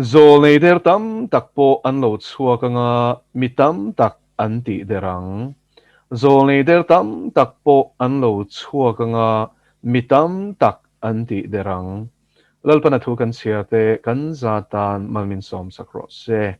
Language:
Mizo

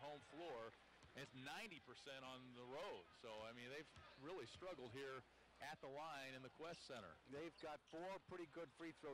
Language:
English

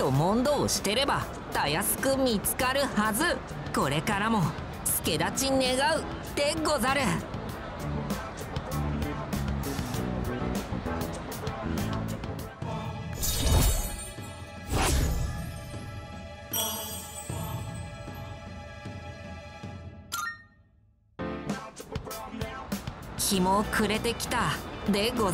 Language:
Japanese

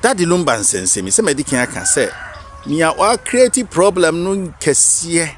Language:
Akan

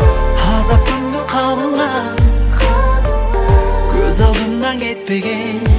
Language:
Kazakh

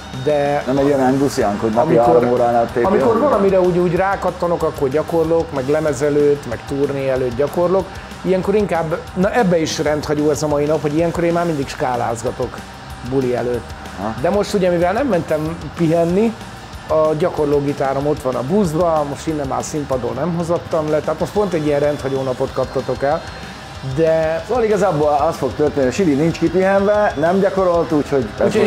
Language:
Hungarian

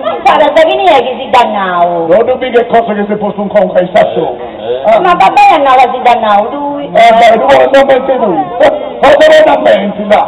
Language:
Sardinian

